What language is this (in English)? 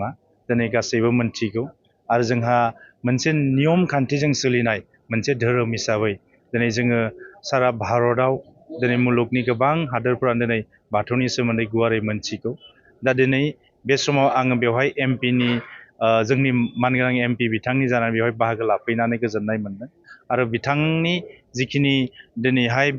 Bodo